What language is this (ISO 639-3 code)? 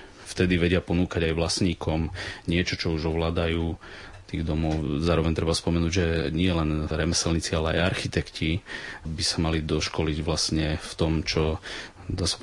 slk